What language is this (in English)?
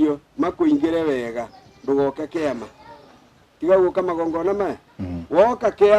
Kikuyu